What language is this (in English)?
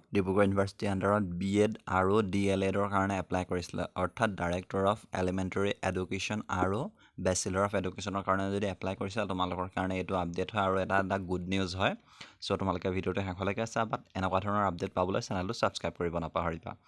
Assamese